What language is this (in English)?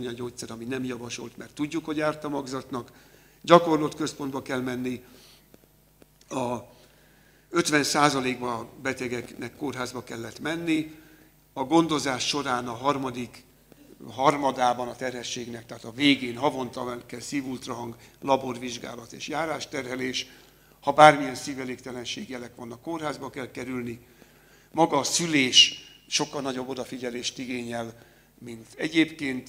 Hungarian